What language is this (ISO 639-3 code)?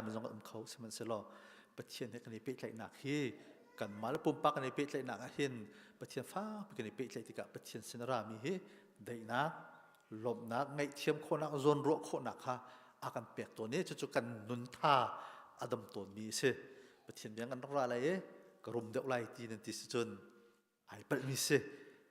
cnh